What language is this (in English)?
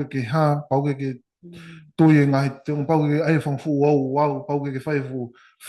Tongan